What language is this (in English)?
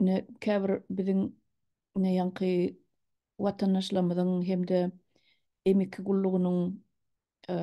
Turkmen